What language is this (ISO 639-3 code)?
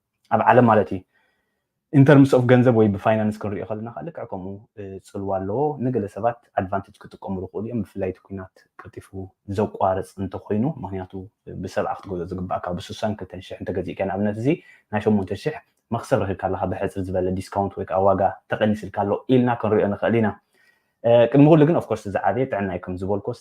tir